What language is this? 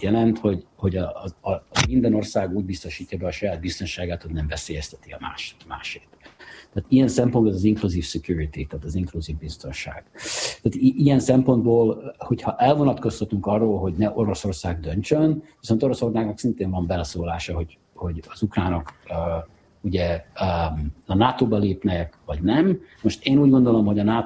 Hungarian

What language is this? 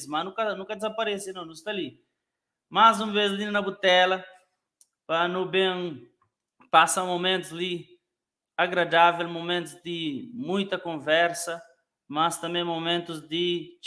Kabuverdianu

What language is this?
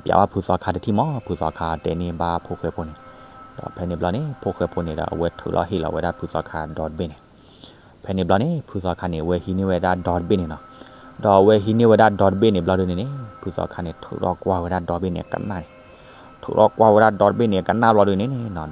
S'gaw Karen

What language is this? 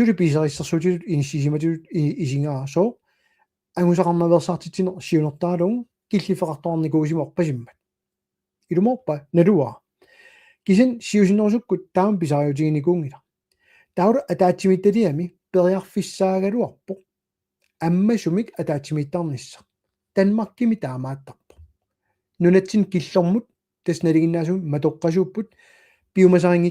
Kalaallisut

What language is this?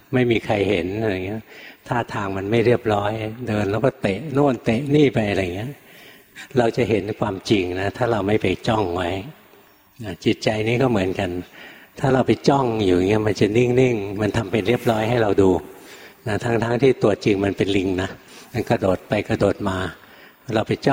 Thai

